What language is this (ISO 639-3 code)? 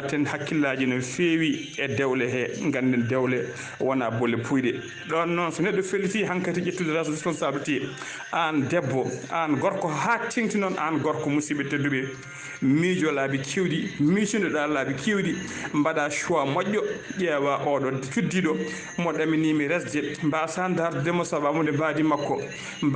ful